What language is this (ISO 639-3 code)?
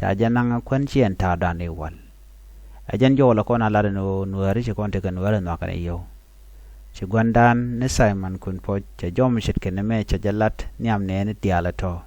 nus